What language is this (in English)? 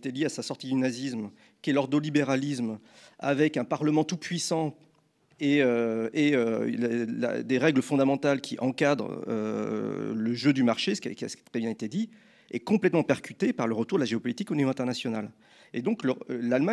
French